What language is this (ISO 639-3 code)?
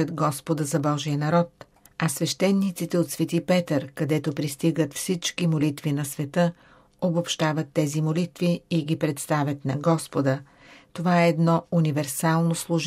bul